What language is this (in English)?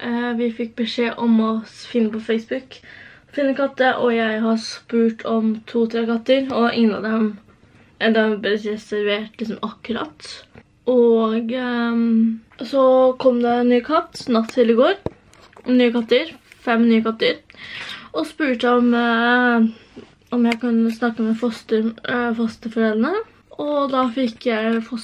Norwegian